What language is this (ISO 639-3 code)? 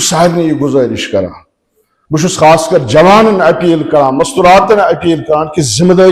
kas